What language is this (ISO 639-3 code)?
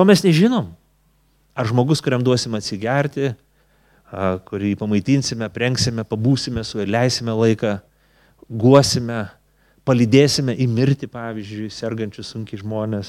lit